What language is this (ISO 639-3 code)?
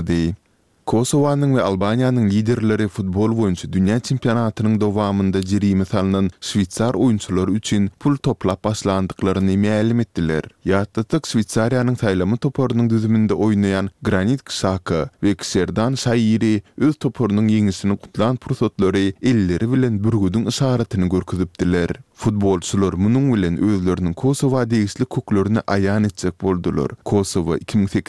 tuk